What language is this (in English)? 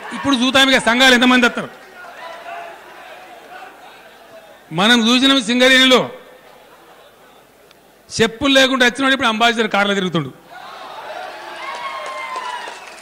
Telugu